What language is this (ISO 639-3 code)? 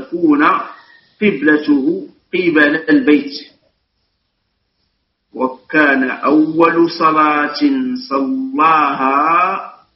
ara